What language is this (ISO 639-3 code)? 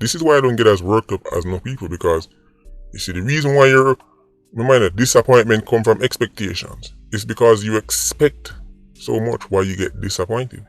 jam